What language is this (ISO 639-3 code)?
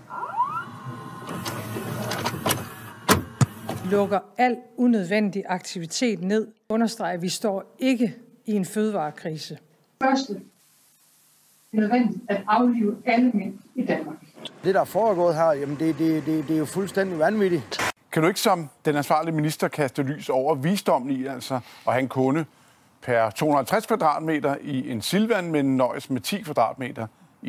dan